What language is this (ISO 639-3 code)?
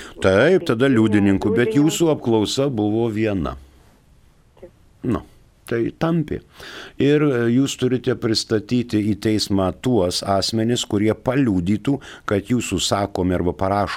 lit